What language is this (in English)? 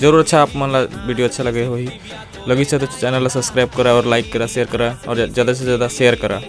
Chhattisgarhi